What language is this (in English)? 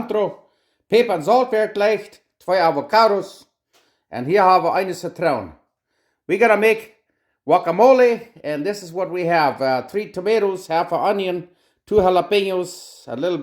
Plautdietsch